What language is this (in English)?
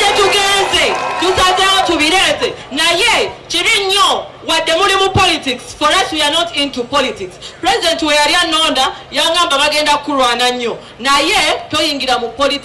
Ganda